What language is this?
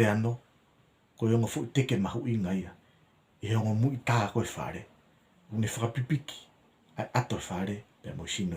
Tongan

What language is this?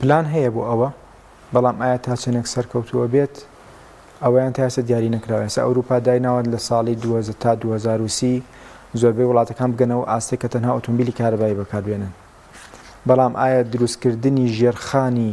Central Kurdish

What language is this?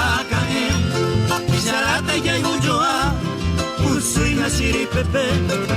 Guarani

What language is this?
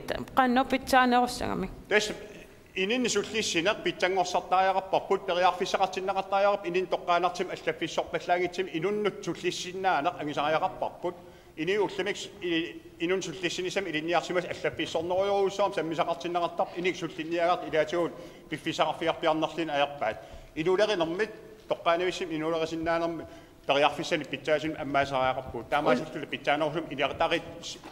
Kalaallisut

